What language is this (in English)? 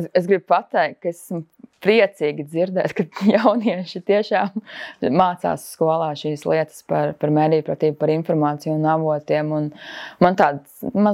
Latvian